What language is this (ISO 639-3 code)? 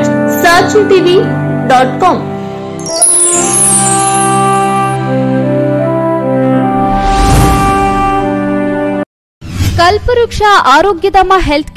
kan